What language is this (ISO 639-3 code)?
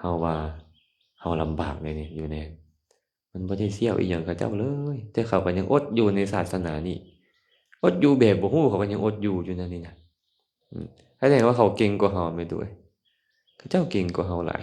lao